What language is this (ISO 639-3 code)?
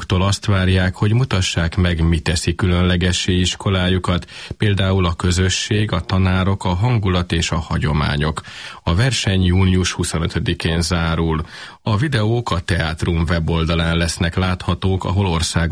hun